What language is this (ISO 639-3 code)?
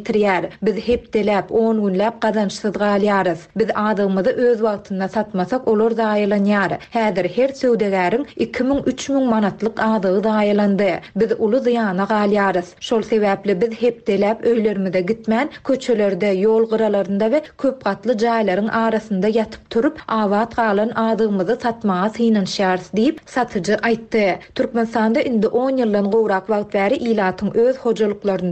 tuk